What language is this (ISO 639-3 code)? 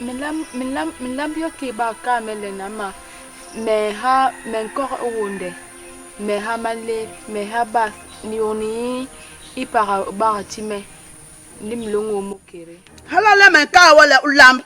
bas